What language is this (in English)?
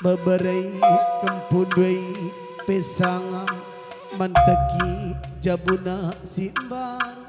Batak Karo